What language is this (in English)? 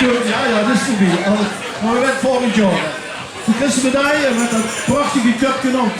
Limburgish